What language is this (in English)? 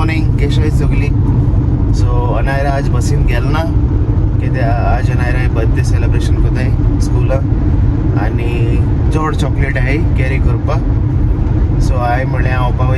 Konkani